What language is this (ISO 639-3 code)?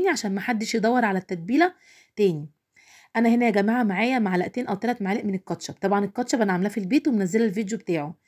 arz